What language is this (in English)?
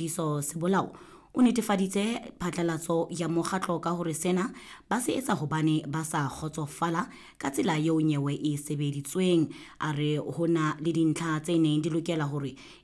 Southern Sotho